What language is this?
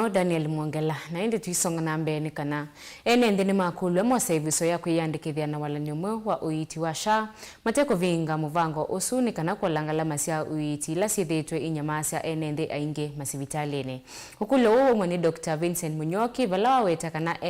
Kamba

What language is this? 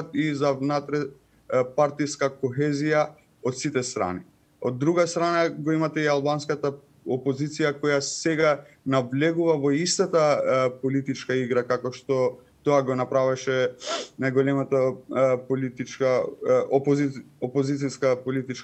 Macedonian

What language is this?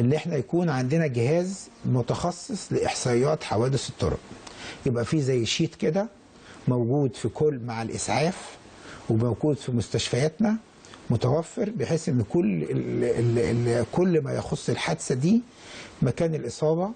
Egyptian Arabic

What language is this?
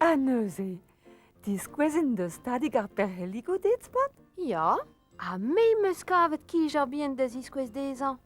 Breton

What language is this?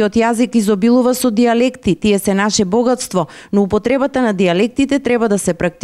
Macedonian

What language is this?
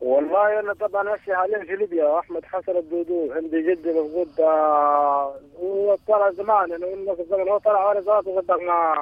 Sudanese Arabic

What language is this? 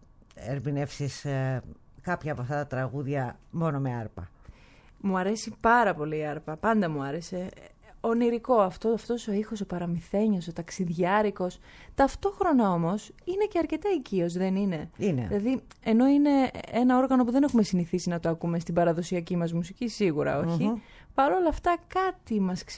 Greek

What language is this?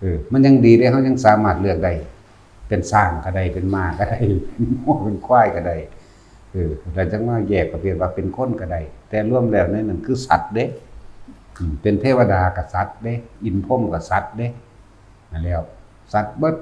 Northeastern Thai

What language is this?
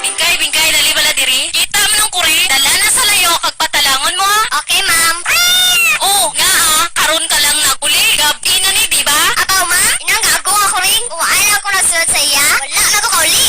Hiligaynon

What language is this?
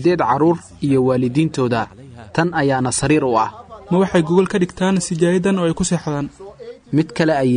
Somali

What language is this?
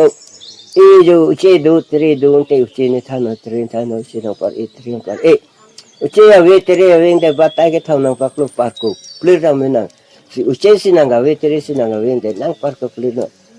Karbi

